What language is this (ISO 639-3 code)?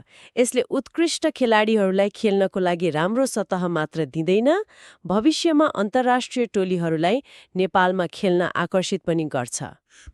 nep